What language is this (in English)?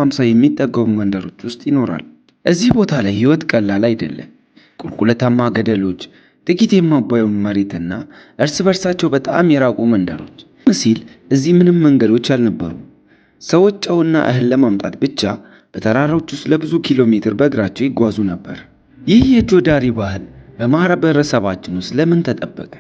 Amharic